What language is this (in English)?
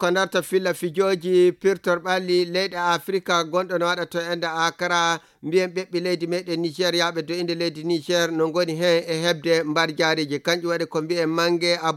Fula